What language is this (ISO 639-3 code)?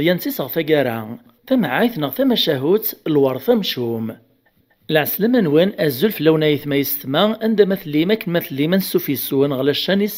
kab